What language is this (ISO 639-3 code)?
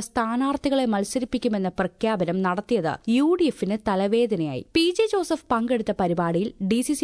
mal